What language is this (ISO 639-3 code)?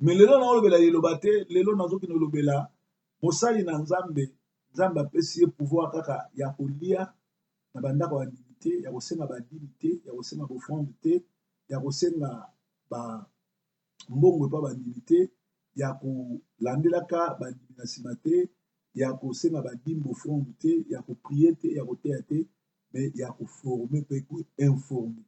lin